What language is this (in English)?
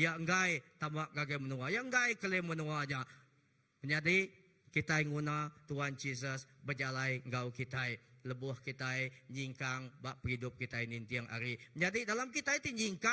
Iban